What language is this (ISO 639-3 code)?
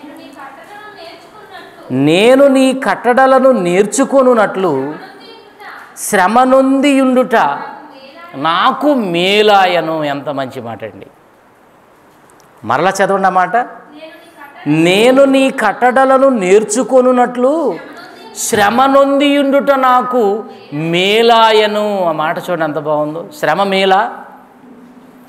tel